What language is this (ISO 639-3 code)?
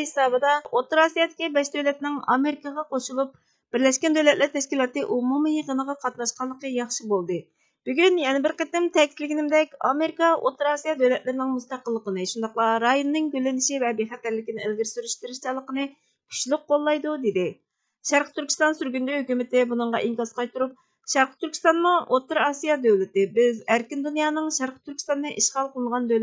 uig